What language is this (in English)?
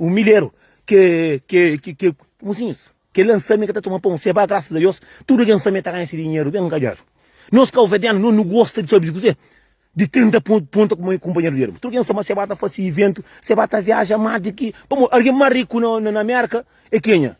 Kabuverdianu